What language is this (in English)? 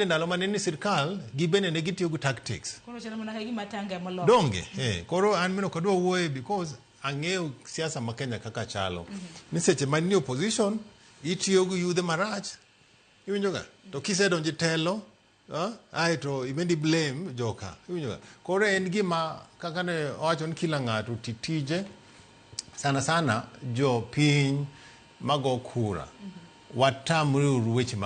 Luo (Kenya and Tanzania)